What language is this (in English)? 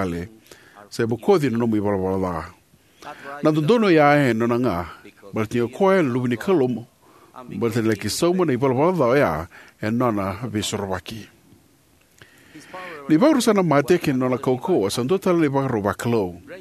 Fijian